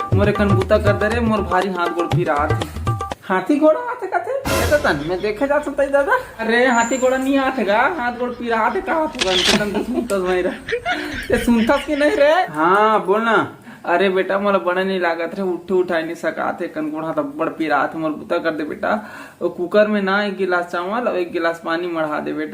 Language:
Chhattisgarhi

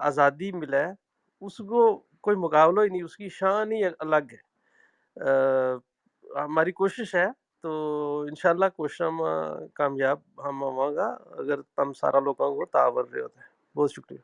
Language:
Gujari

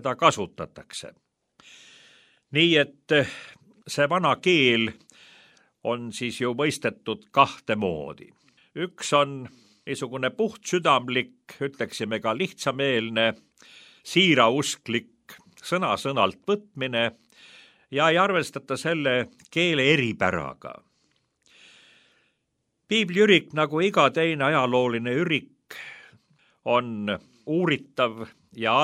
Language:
Estonian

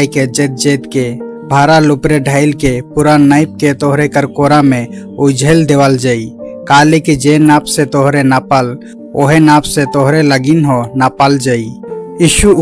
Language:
Sadri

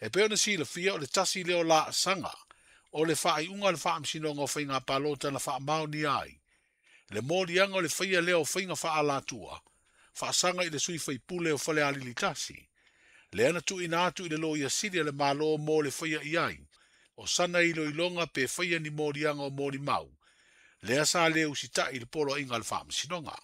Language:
Samoan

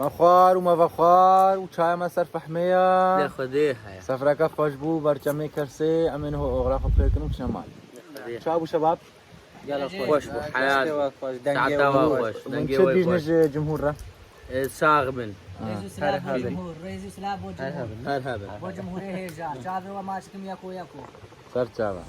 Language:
Kurdish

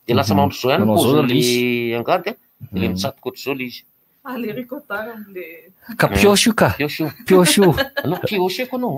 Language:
Malagasy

